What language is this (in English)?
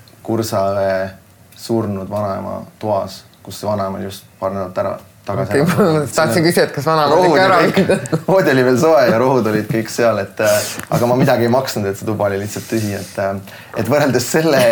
Estonian